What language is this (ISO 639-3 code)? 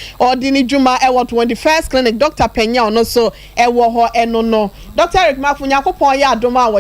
aka